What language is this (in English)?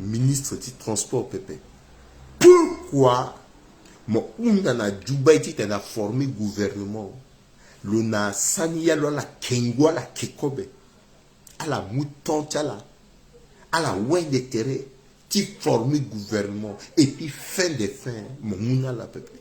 Sango